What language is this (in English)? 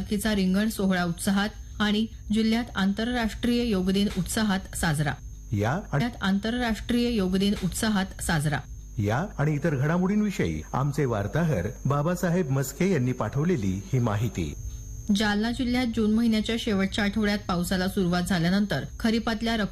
Marathi